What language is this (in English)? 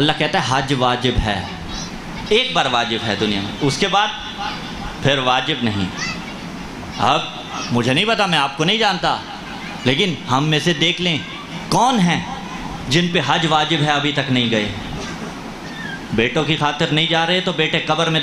Urdu